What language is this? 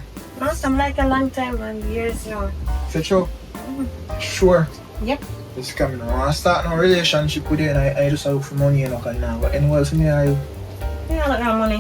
Jamaican Creole English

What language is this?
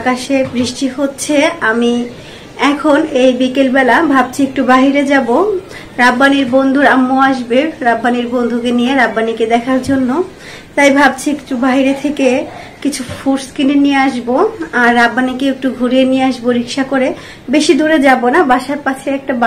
Bangla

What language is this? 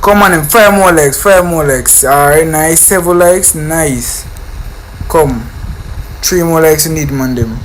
Jamaican Creole English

